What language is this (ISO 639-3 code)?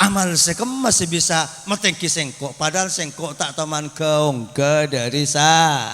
mad